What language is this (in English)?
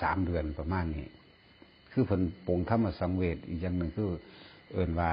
Northeastern Thai